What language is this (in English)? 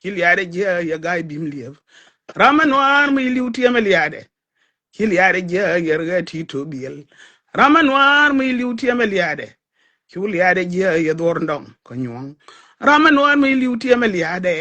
Nuer